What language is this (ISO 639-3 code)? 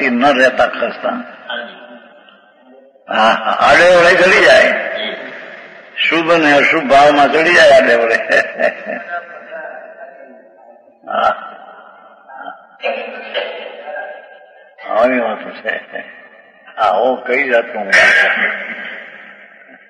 guj